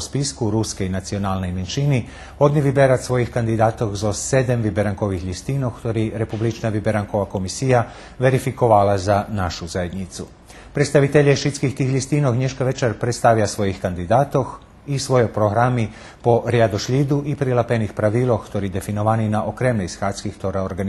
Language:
Rusyn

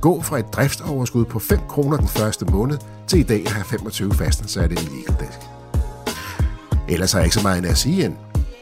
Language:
Danish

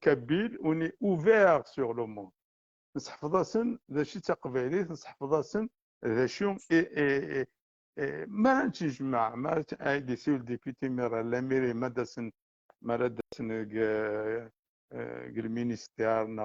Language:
Kabyle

